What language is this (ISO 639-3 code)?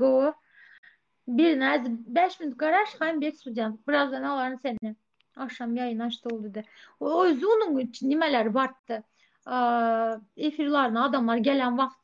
tuk